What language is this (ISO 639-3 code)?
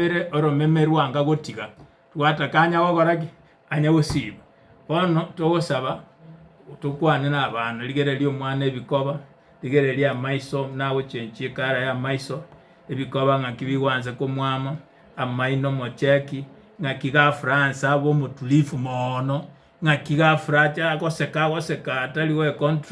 guz